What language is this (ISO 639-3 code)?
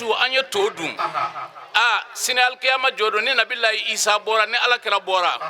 bam